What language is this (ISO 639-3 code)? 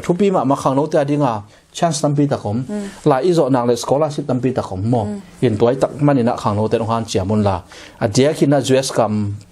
ctd